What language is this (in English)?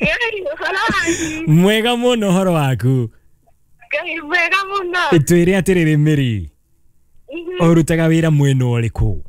Kikuyu